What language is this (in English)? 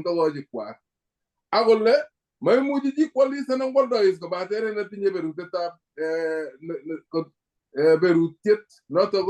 Kalenjin